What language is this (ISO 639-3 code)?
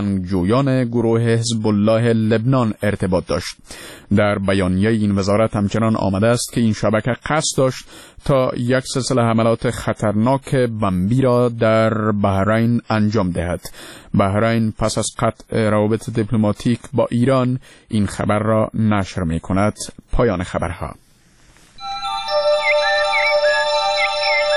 fas